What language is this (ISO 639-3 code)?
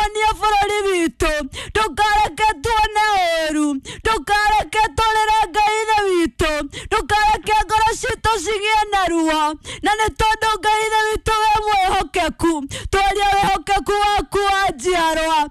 kik